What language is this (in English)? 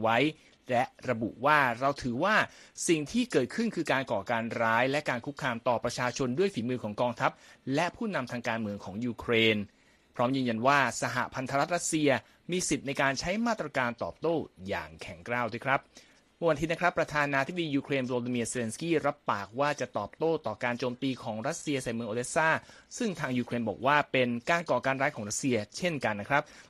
Thai